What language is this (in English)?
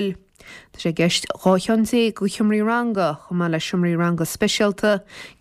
Irish